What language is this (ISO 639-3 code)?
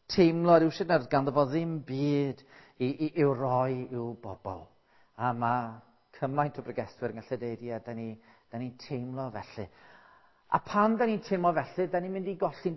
cym